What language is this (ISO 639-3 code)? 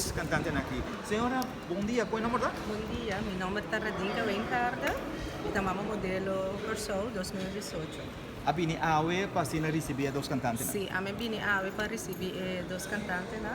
pap